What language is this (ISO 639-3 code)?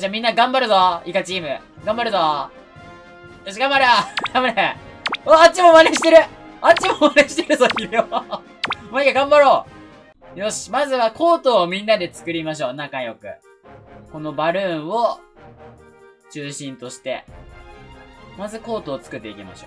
jpn